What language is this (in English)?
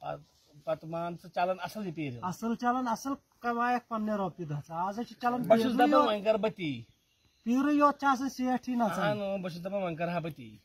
Kashmiri